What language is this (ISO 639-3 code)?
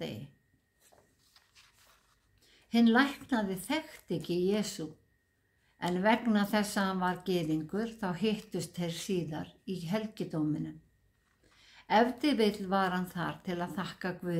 isl